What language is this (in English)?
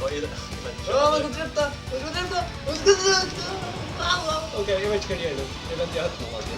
Faroese